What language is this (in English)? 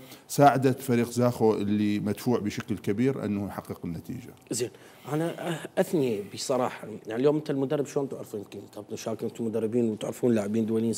Mesopotamian Arabic